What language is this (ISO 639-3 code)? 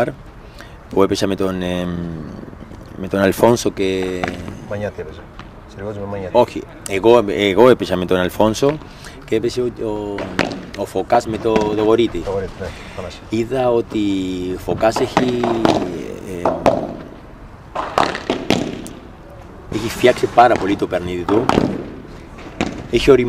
ell